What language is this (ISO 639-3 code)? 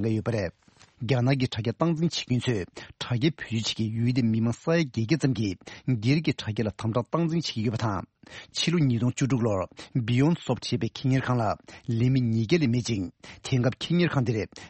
bod